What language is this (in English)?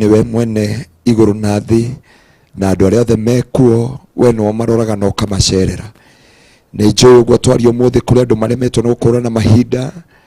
Kikuyu